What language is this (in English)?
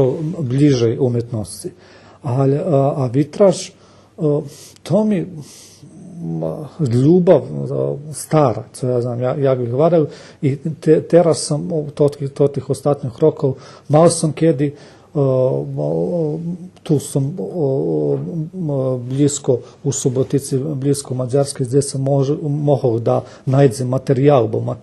Rusyn